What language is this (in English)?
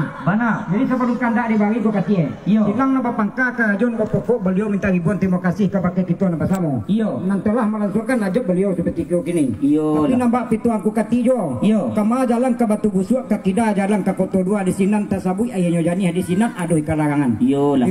Minangkabau